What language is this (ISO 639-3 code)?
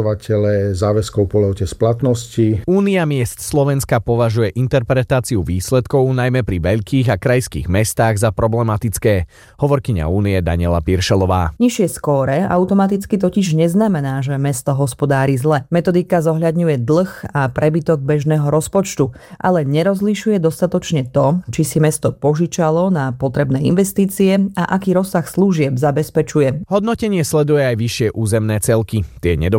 slk